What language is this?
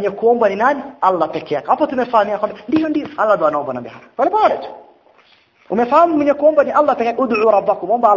Swahili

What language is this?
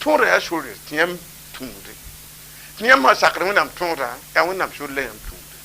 Mossi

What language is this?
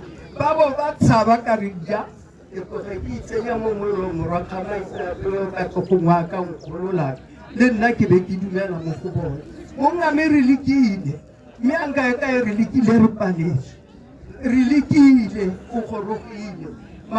Tswana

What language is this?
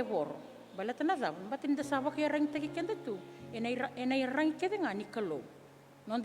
Fijian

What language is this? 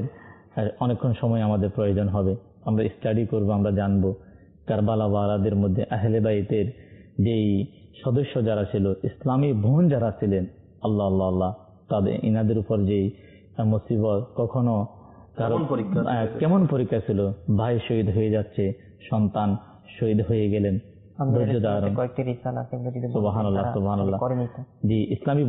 Bangla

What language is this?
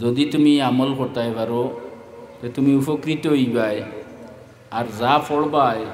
Sylheti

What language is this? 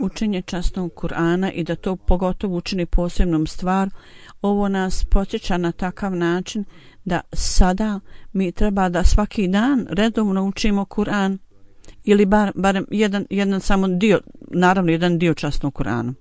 Bosnian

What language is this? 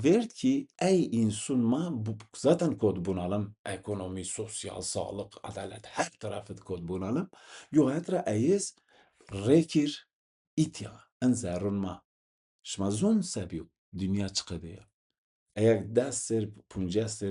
Zaza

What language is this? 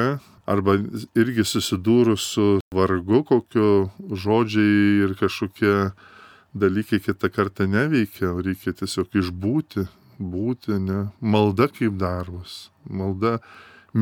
Lithuanian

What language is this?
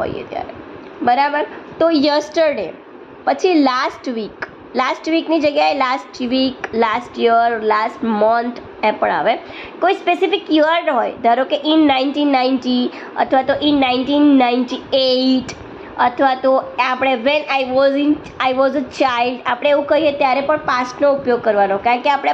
Gujarati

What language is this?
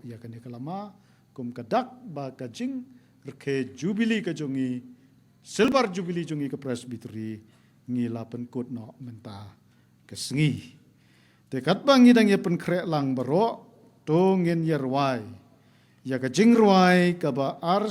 Khasi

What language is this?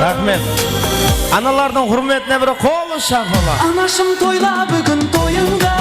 Kara-Kalpak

